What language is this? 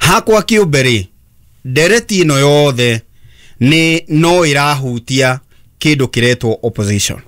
Kikuyu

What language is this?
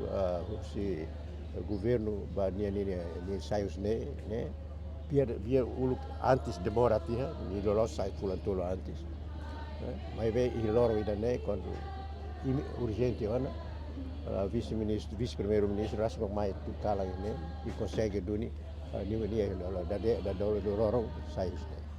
Tetum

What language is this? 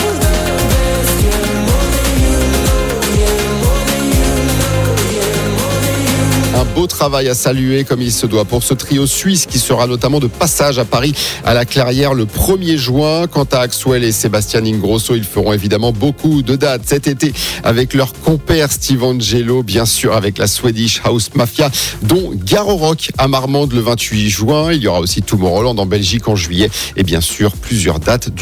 French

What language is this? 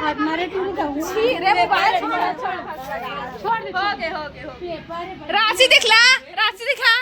Chhattisgarhi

